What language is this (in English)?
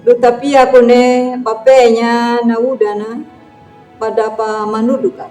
Anakalangu